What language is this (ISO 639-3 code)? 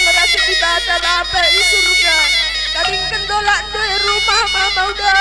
btx